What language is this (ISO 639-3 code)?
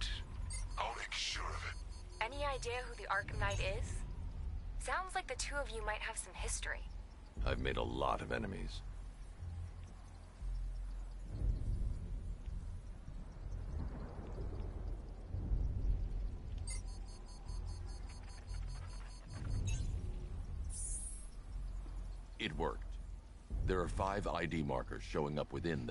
eng